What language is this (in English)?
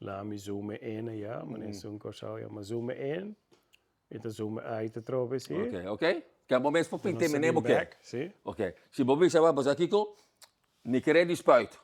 Papiamento